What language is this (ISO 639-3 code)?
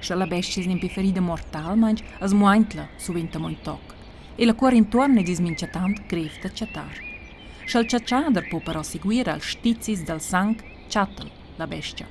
roh